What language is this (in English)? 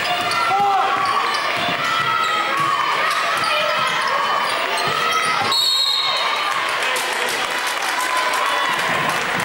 Danish